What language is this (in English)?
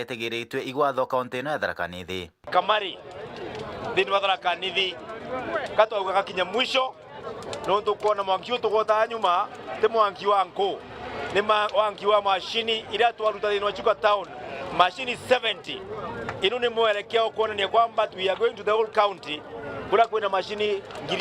Meru